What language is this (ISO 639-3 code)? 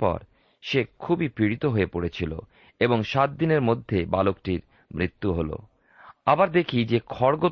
ben